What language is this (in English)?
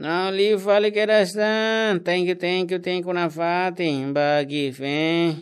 Tetum